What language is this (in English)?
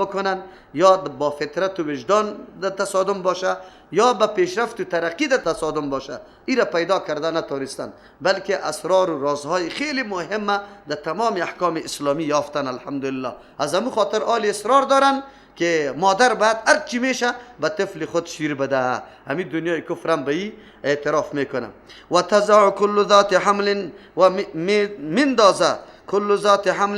Persian